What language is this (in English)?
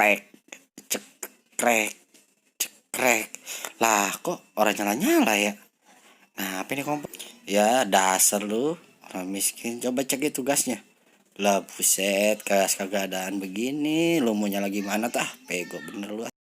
Betawi